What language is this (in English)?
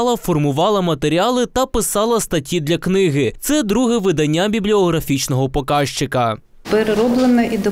Ukrainian